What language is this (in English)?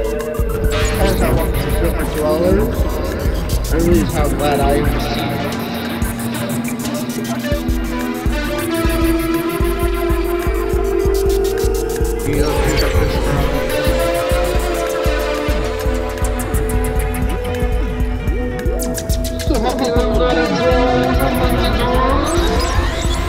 English